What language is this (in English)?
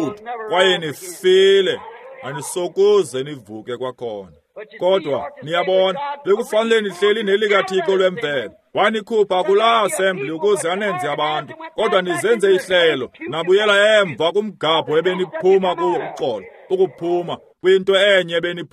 Xhosa